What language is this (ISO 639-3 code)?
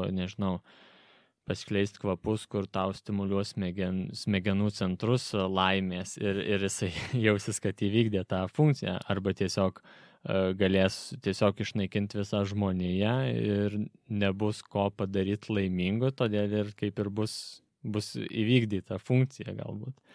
lit